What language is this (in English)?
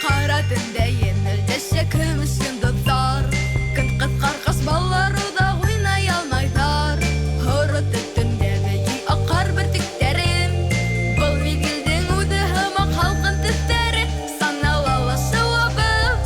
Bashkir